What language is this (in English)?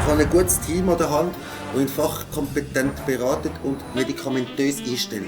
Swiss German